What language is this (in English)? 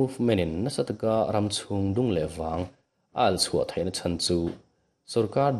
Mizo